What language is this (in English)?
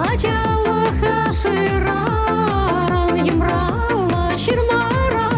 Chuvash